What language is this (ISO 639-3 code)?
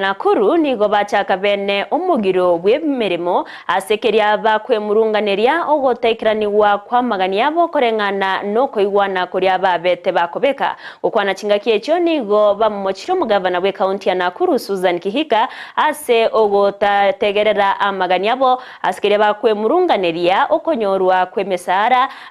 guz